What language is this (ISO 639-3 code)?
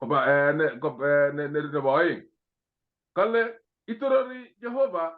kln